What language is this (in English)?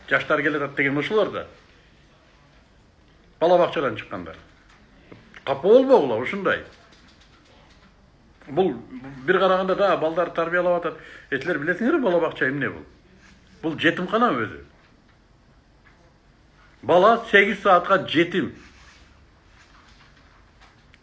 Kyrgyz